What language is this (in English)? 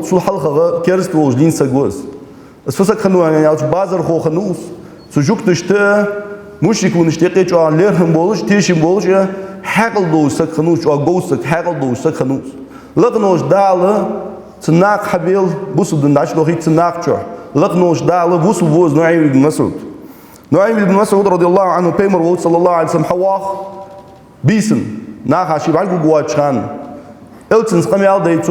Ingush